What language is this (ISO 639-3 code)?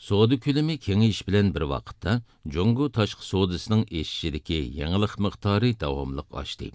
uig